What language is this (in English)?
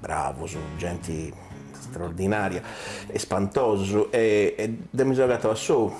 Sardinian